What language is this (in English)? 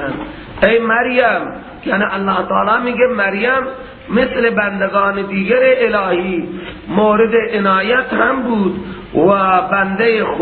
Persian